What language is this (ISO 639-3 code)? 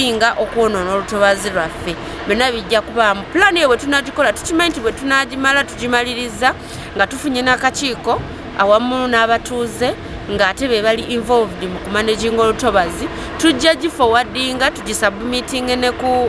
lug